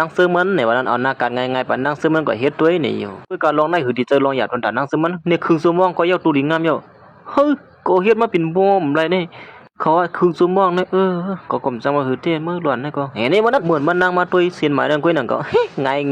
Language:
Shan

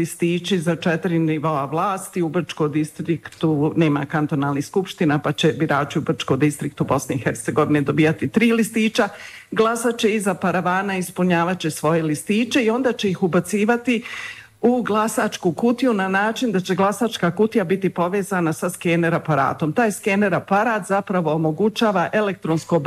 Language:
Bosnian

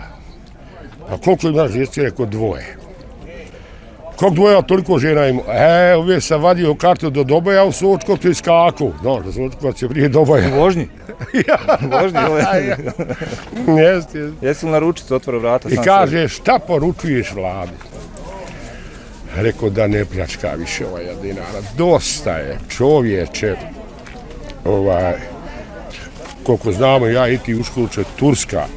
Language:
Bosnian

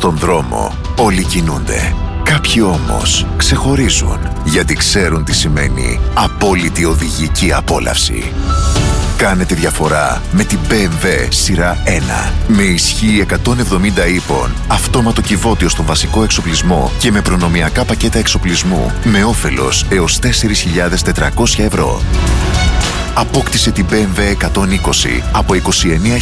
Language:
Greek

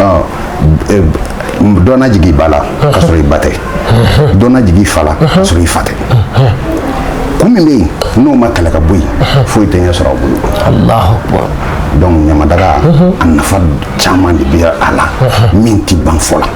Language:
Bambara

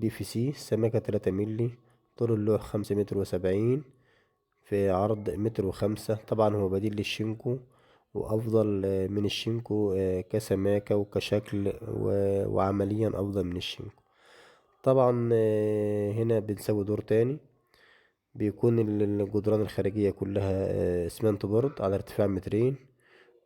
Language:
Egyptian Arabic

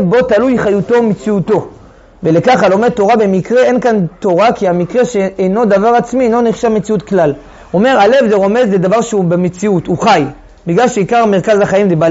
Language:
Hebrew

